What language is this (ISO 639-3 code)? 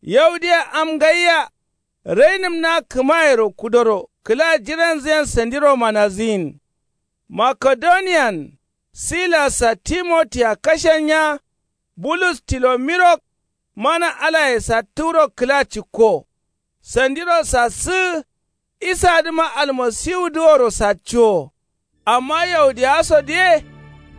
kau